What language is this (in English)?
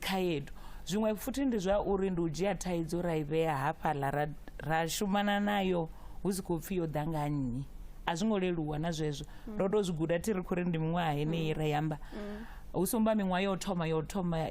Venda